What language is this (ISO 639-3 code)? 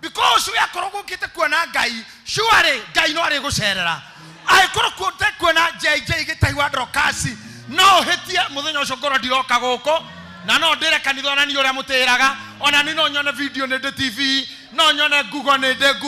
kik